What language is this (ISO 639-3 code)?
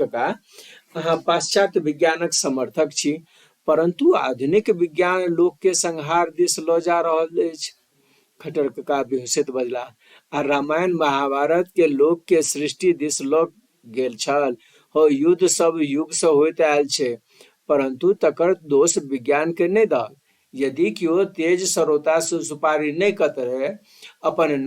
mai